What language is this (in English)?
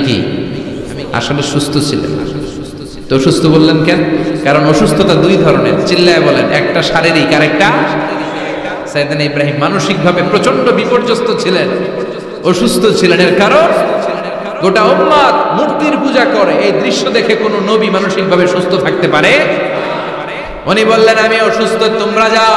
Bangla